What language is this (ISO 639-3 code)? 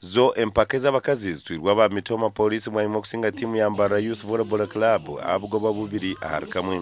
nyn